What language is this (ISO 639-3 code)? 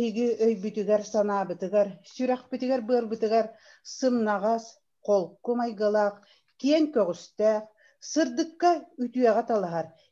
sah